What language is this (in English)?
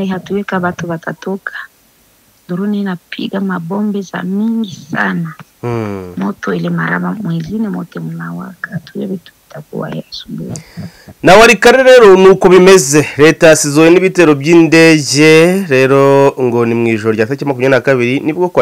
Kinyarwanda